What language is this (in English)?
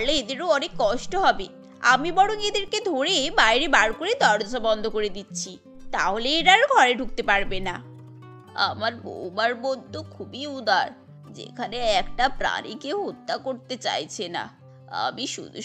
Bangla